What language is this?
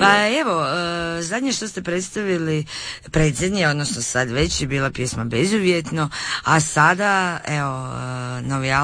Croatian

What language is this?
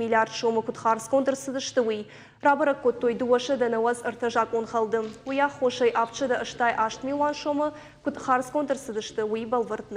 Ossetic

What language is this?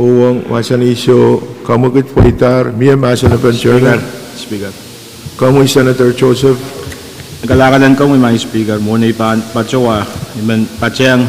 Pohnpeian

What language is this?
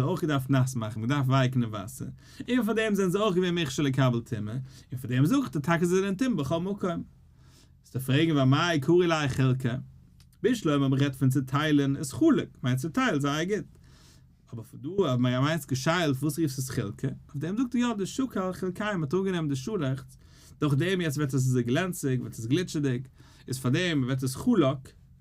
Yiddish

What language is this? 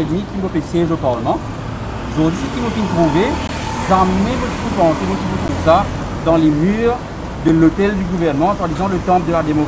Morisyen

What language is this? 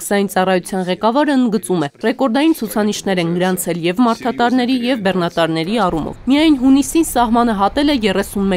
Armenian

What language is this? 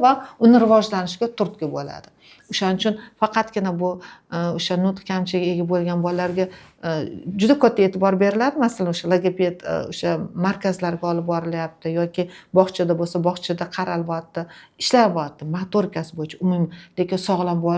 Uzbek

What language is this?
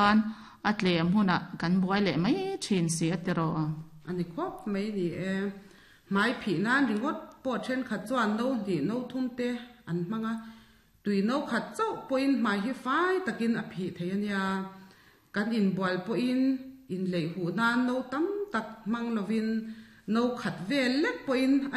Mizo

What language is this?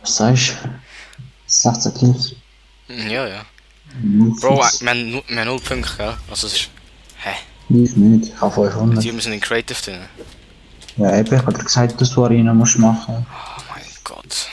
Swiss German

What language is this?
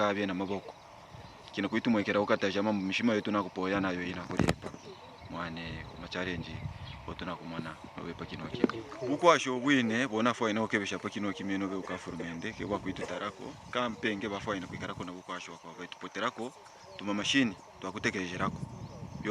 Kaonde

